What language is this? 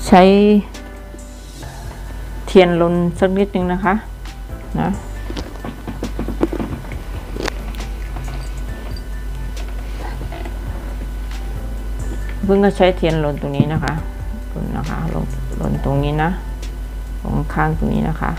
Thai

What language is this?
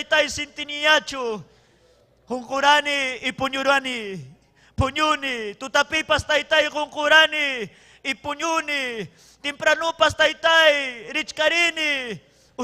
Ayacucho Quechua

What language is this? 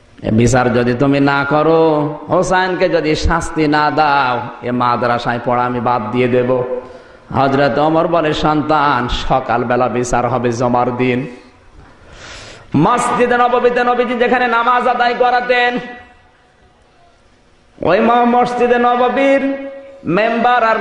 Bangla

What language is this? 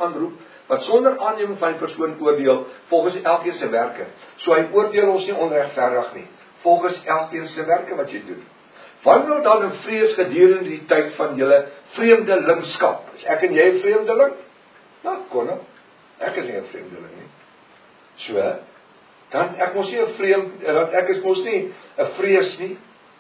Afrikaans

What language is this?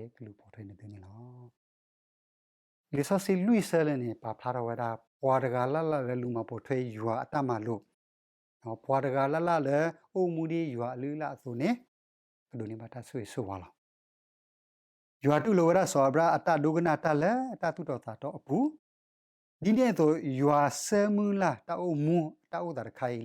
S'gaw Karen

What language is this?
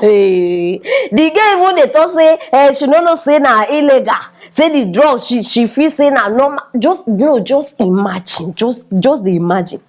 Nigerian Pidgin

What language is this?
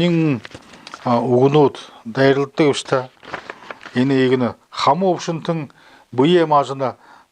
Buriat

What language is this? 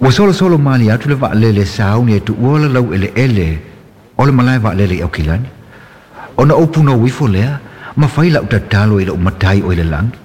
Samoan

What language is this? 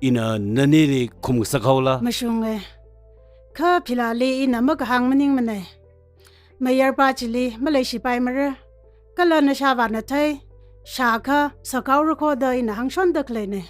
Tangkhul Naga (India)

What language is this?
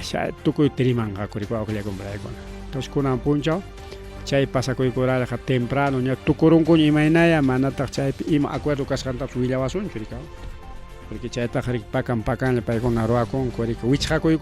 Ayacucho Quechua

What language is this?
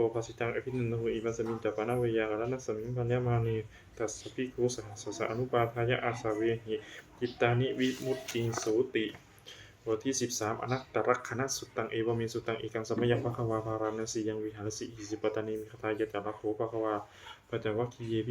Pali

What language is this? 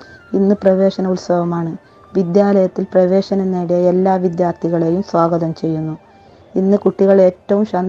Malayalam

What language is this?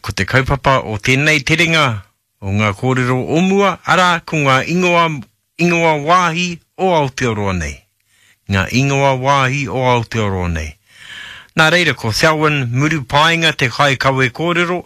Māori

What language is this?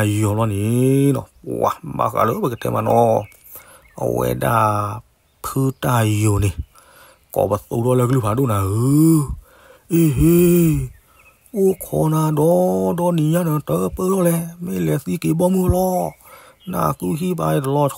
S'gaw Karen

